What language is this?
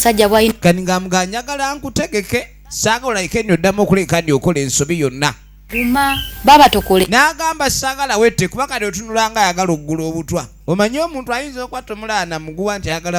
Ganda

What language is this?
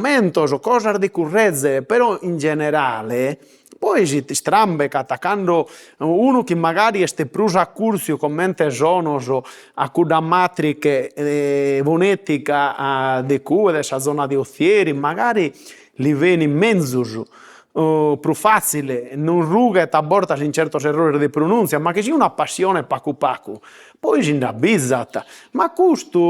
Sardinian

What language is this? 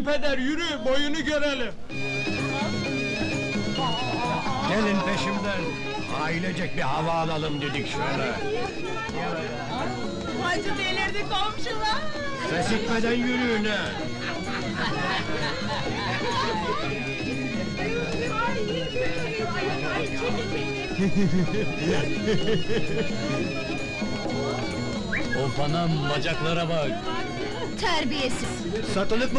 Turkish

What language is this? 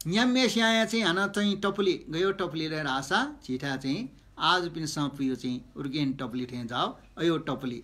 Newari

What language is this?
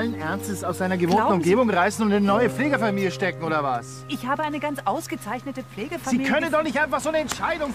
German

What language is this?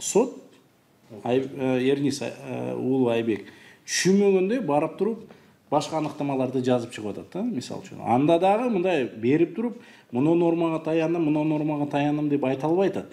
Kyrgyz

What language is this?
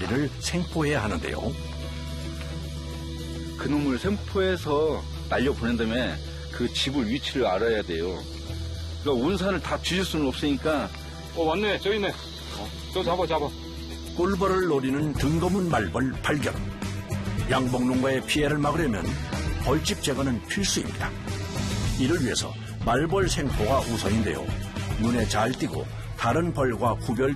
Korean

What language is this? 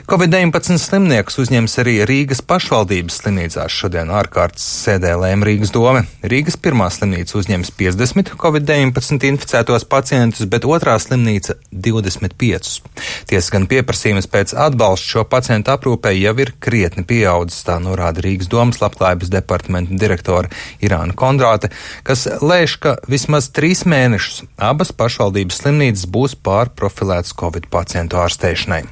Latvian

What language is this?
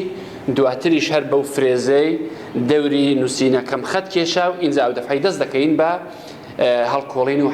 Central Kurdish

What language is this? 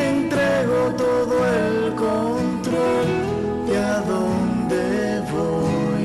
Guarani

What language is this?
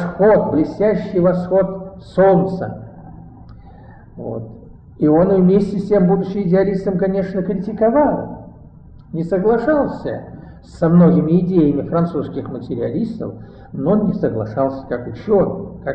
Russian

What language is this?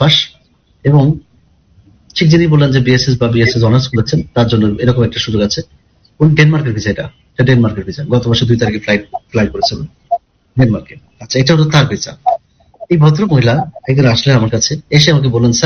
Bangla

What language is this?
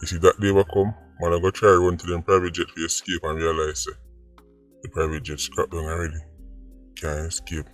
Jamaican Creole English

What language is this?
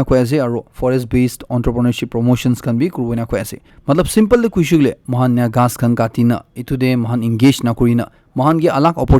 Naga Pidgin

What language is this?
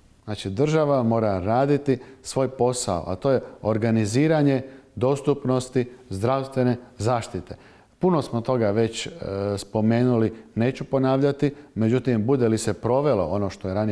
Croatian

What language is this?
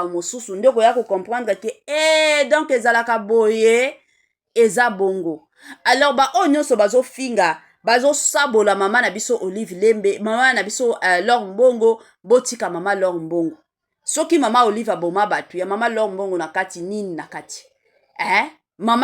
Lingala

